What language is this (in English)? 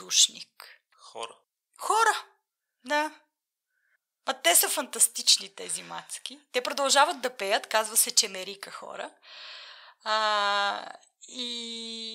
Bulgarian